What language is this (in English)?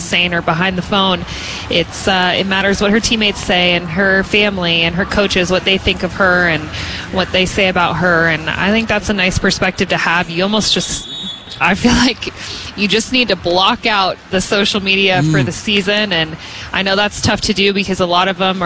English